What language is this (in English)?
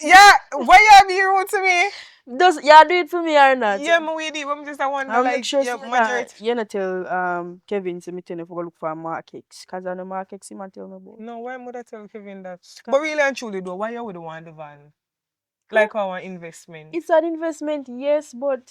Jamaican Creole English